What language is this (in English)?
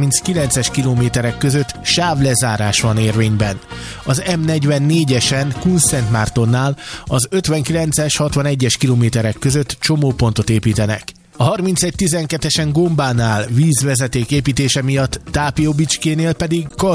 Hungarian